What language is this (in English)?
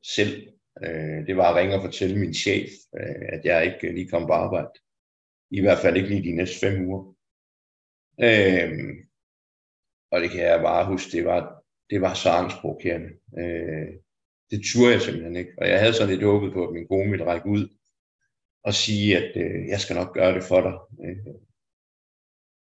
Danish